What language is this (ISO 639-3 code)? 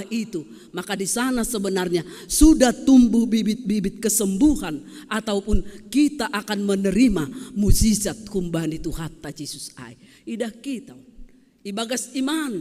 bts